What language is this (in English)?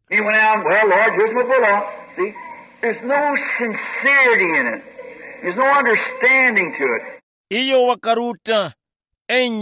Tumbuka